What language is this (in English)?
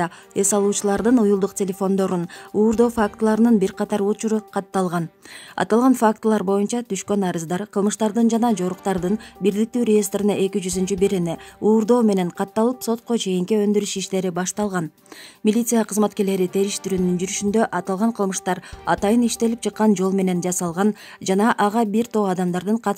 Kyrgyz